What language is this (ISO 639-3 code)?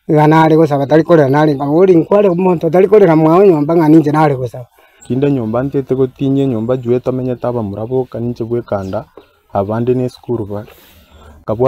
guz